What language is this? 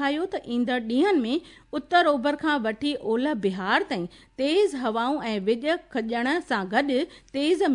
Sindhi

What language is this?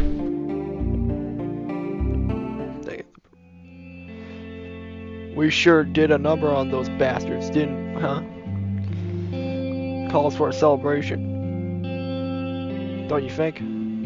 English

